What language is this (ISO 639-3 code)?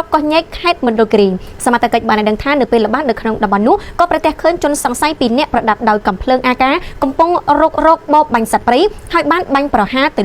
khm